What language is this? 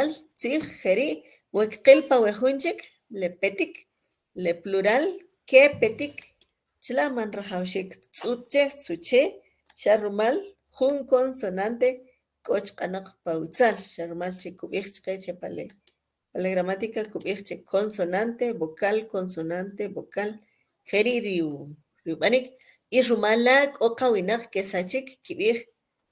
Kʼicheʼ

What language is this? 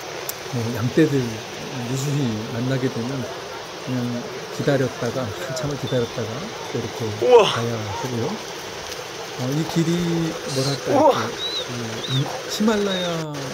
Korean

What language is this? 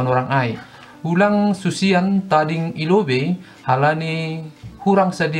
Batak Simalungun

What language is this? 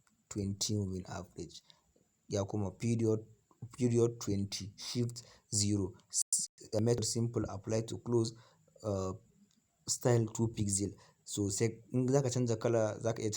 Hausa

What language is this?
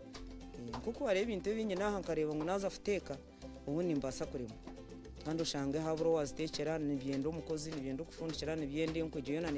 Nyankole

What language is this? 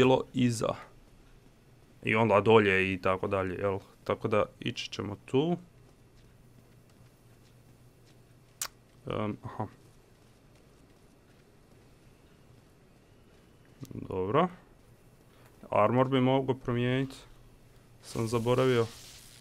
Croatian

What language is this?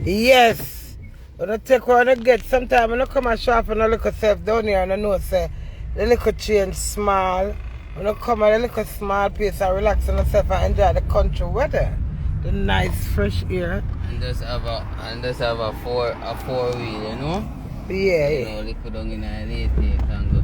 Jamaican Creole English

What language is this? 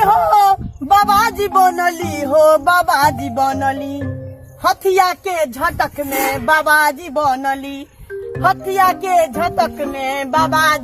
Maithili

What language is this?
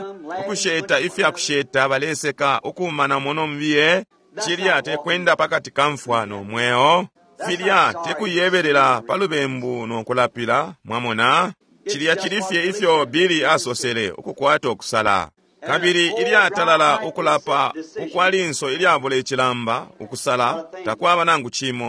Bemba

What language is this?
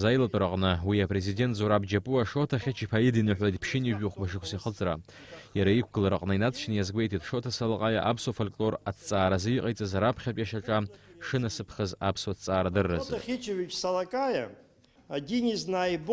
Abkhazian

